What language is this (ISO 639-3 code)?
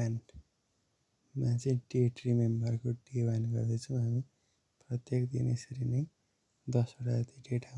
nep